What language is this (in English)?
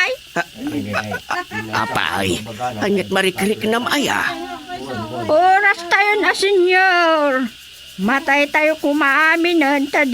Iloko